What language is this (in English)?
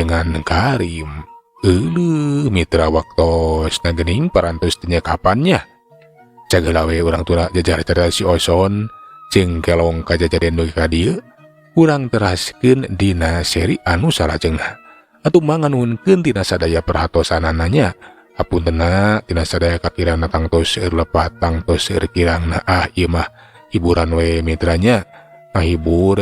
Sundanese